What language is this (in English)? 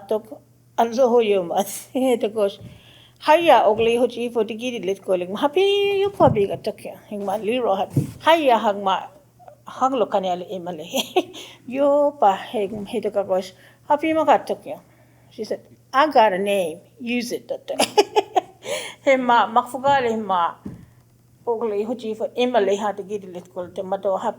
Choctaw